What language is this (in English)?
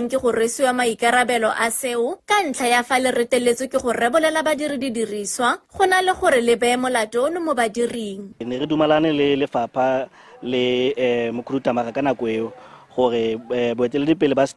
Tswana